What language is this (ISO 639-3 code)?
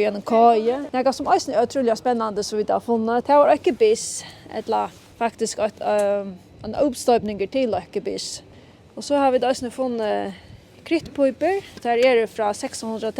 fao